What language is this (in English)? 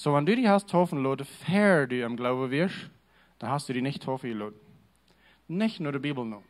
Plautdietsch